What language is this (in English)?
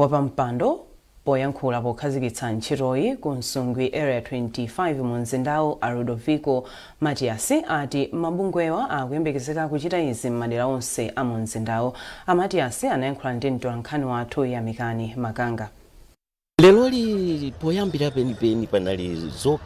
Nyanja